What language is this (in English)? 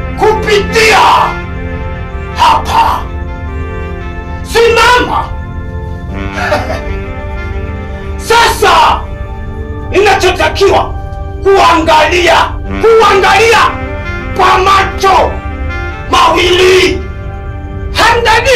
Swahili